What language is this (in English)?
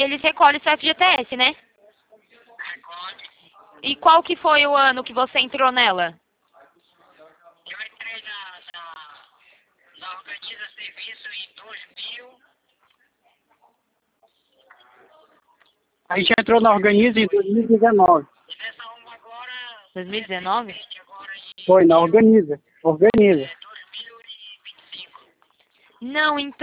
Portuguese